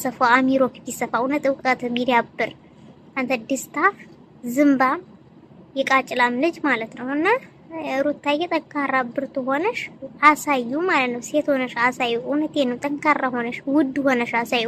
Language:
Amharic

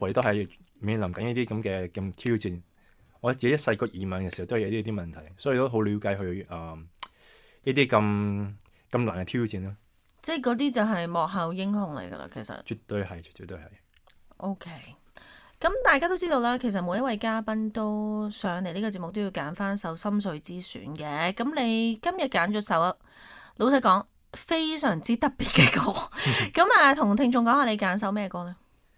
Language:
Cantonese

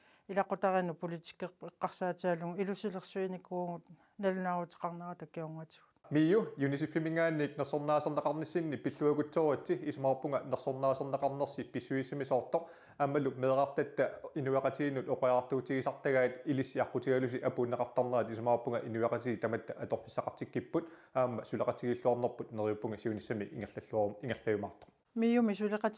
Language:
Kalaallisut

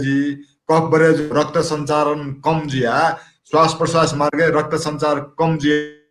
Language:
Newari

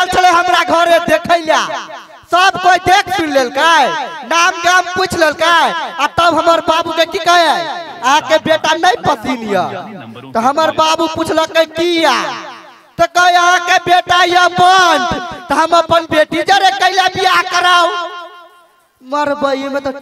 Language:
Maithili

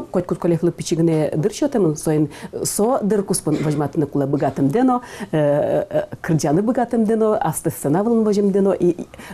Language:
Udmurt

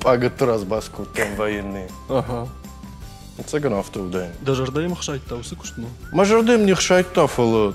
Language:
Ossetic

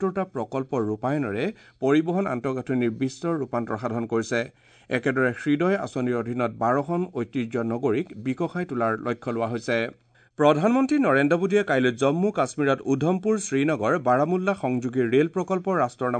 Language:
Assamese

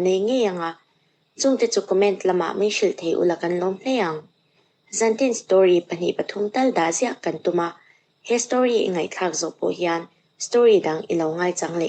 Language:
Mizo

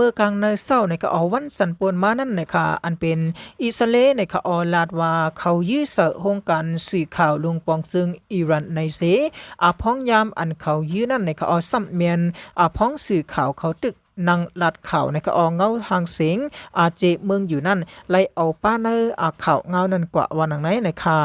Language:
Shan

